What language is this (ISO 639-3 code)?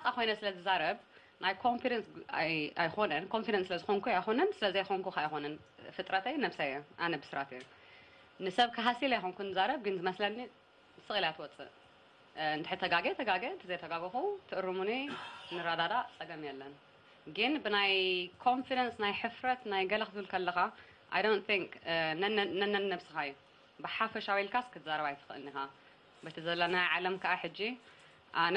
tir